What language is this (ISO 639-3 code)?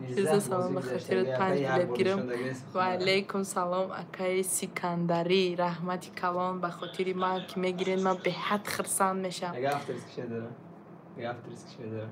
tgk